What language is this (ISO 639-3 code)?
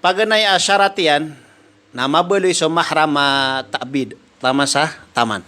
mrw